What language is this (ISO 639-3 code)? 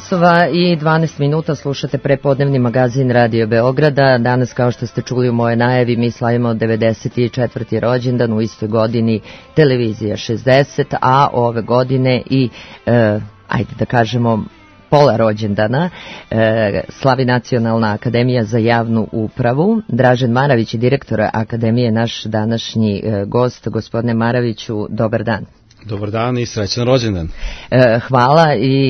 srp